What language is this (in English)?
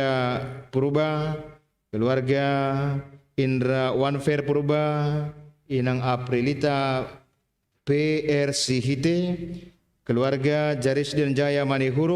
Batak Simalungun